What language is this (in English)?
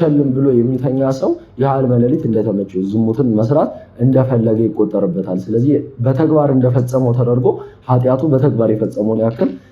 Amharic